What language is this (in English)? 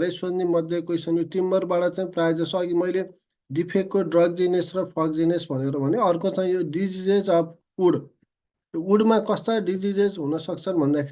Nepali